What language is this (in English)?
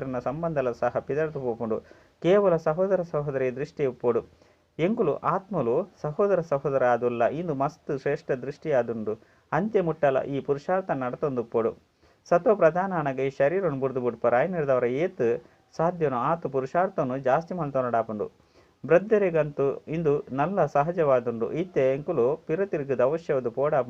Tulu